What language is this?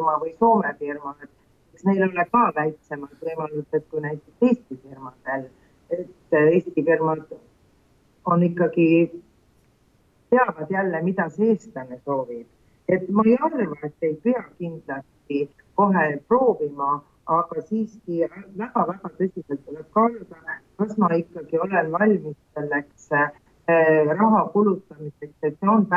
Estonian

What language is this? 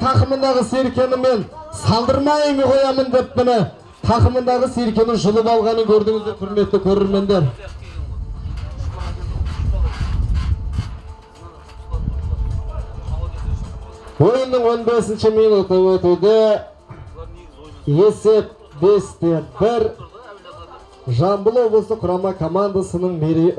Kazakh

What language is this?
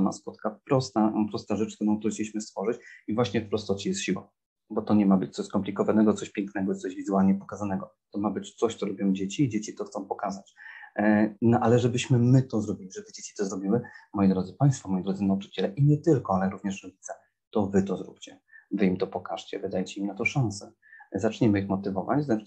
Polish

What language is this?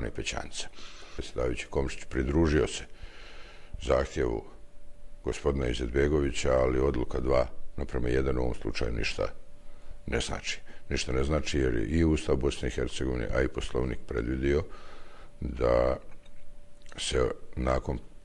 Bosnian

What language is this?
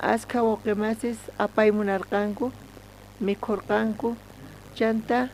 South Bolivian Quechua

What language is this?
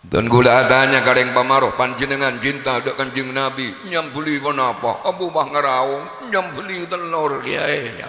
Madurese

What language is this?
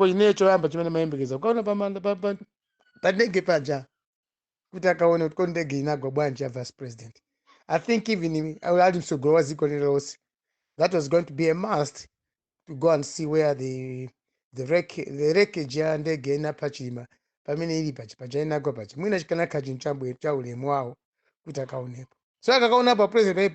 Nyanja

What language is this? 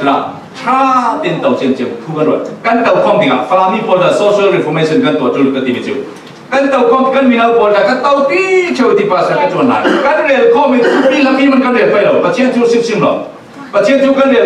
Falam Chin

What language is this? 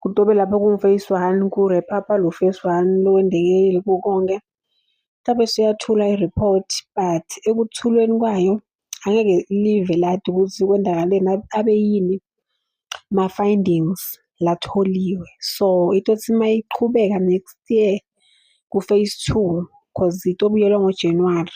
Zulu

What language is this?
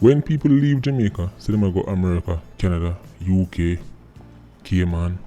Jamaican Creole English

